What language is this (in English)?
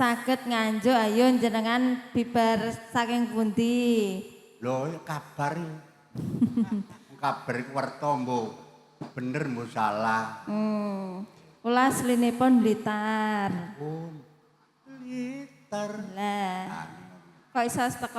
Javanese